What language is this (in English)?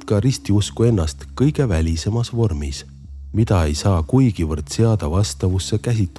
Estonian